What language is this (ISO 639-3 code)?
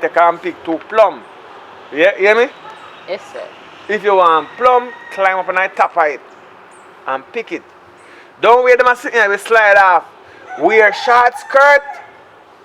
jam